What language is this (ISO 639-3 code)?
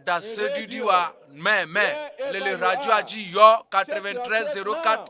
ewe